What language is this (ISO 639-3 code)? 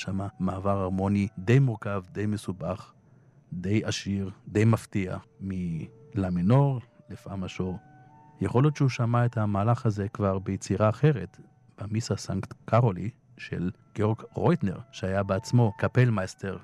heb